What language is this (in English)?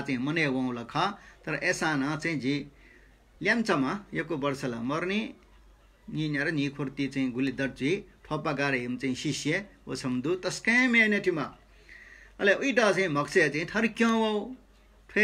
Newari